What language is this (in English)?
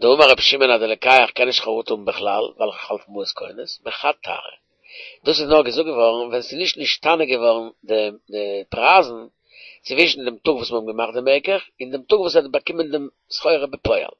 Yiddish